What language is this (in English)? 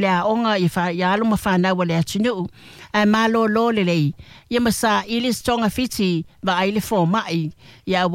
Samoan